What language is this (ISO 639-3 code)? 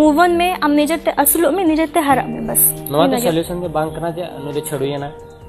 sat